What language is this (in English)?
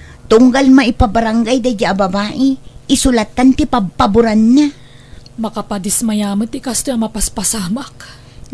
Iloko